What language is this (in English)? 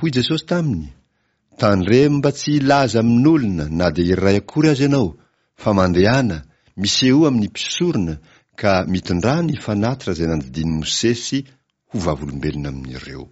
Malagasy